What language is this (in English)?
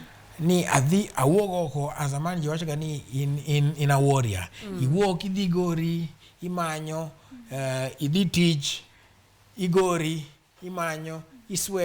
Luo (Kenya and Tanzania)